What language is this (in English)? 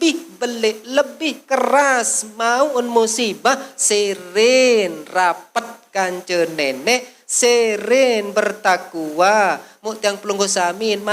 Sasak